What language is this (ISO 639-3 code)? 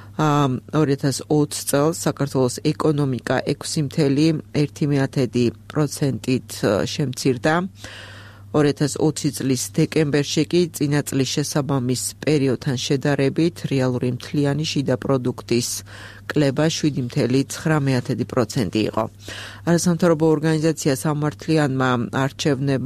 kat